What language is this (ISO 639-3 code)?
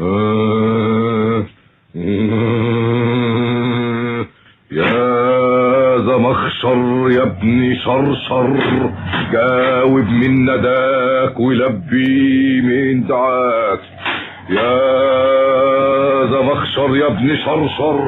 arz